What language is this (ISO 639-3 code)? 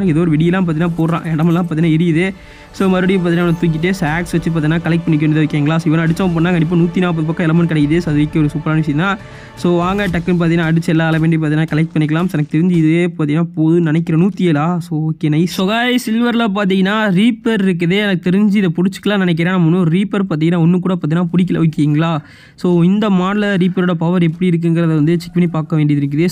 tam